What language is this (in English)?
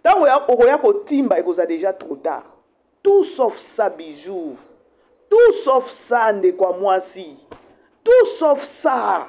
Lingala